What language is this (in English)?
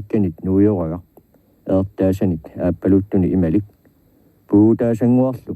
Kalaallisut